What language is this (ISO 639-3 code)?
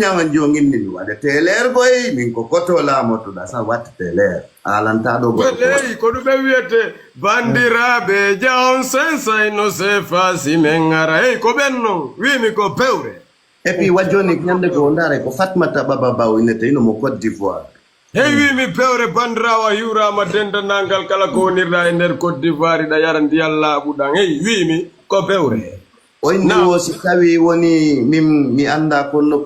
ful